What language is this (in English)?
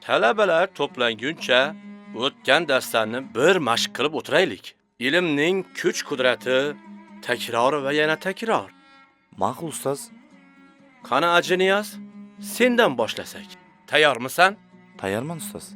Kara-Kalpak